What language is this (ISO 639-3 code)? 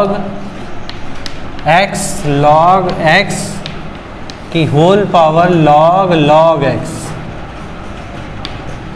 hin